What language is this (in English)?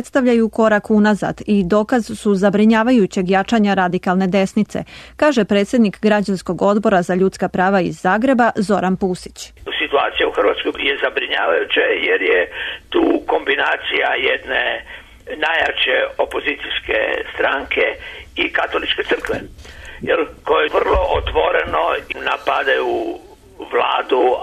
Serbian